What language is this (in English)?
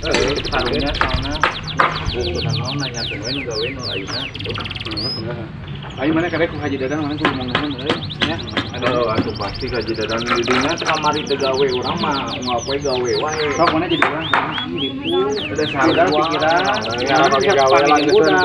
Sundanese